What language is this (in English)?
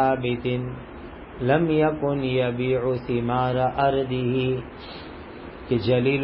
Urdu